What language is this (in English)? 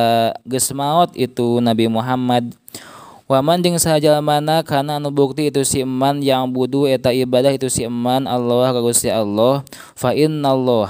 Sundanese